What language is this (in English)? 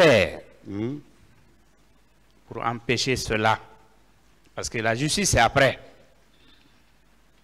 French